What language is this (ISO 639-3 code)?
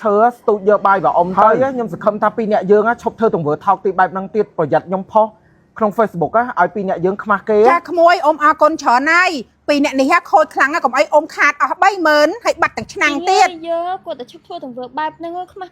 khm